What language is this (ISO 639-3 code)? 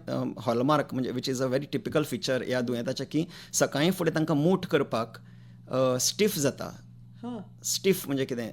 kok